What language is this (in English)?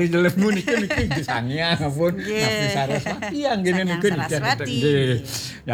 Balinese